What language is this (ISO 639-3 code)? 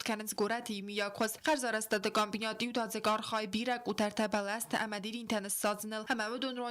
oss